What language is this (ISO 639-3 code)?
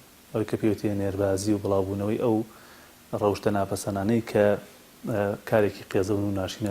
ckb